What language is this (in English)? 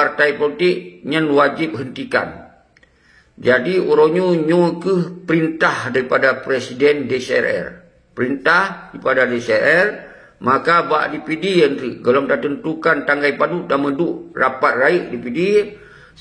Achinese